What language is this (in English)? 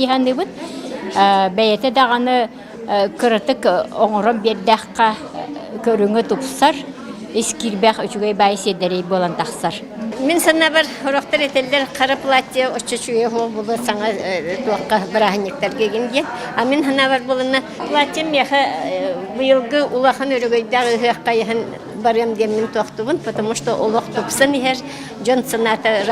Yakut